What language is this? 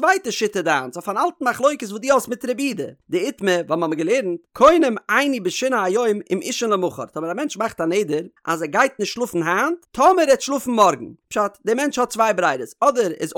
Yiddish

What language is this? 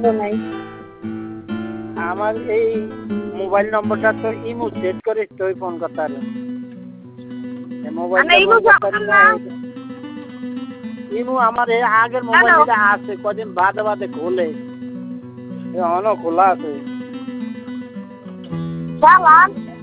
Bangla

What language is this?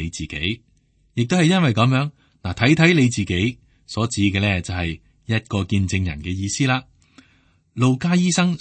Cantonese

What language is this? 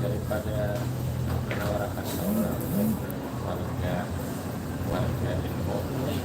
Banjar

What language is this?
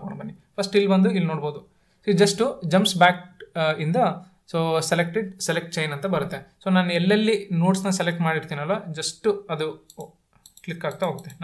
Kannada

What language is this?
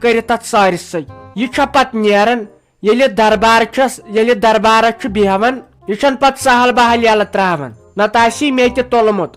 Kashmiri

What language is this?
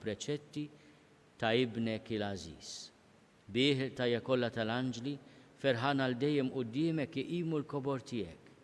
Maltese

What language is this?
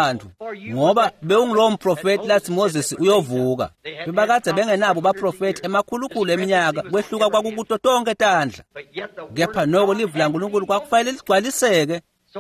Swati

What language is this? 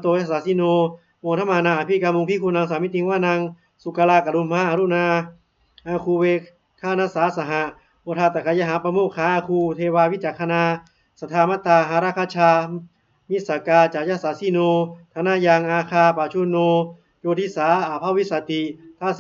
Pali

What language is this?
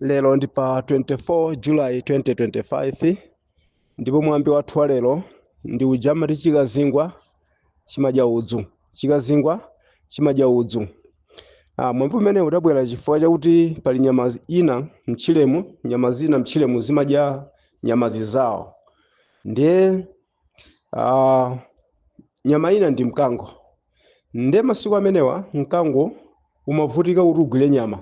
Nyanja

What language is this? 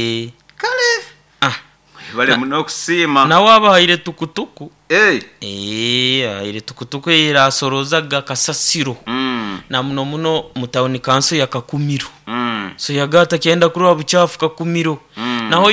Nyoro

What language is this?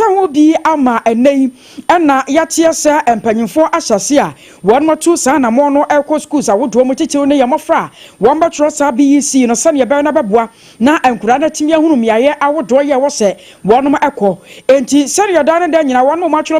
Akan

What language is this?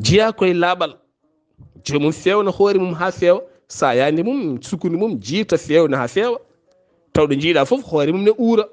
Fula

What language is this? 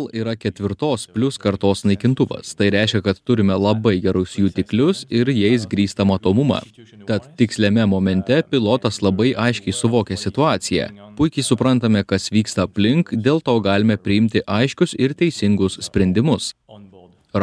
Lithuanian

